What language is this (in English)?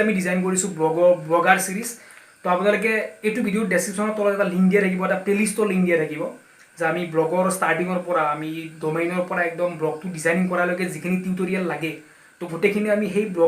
Assamese